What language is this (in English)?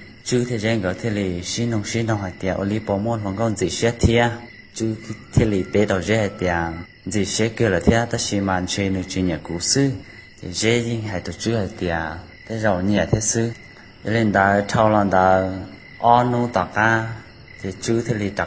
Hmong